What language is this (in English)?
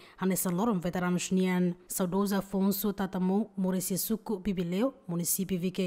Tetum